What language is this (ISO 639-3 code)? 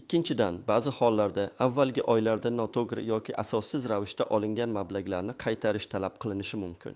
uzb